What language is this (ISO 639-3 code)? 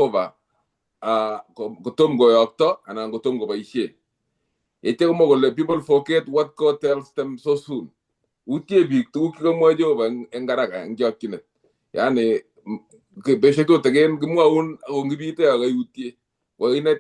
kln